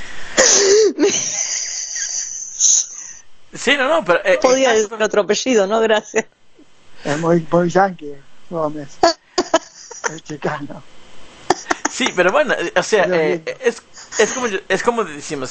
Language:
Spanish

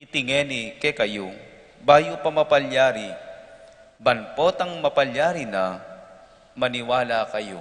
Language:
Pampanga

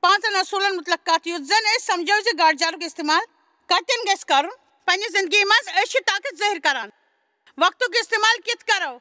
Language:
Kashmiri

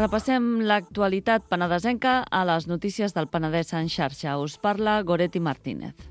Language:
Catalan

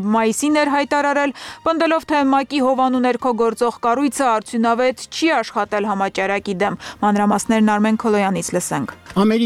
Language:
Armenian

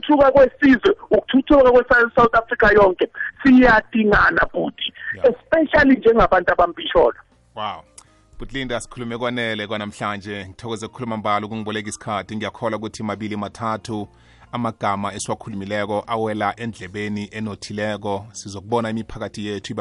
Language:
South Ndebele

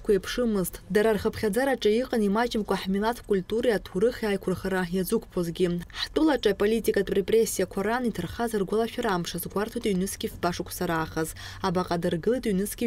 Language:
Abkhazian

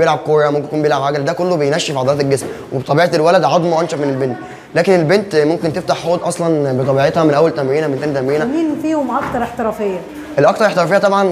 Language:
Egyptian Arabic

